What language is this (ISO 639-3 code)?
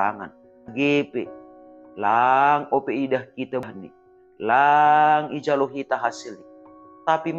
bts